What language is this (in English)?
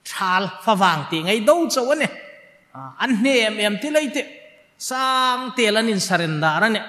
Hmar